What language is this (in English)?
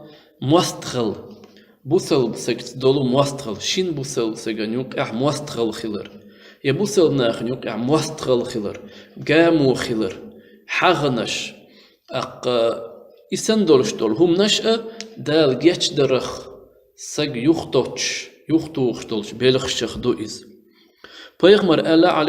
Chechen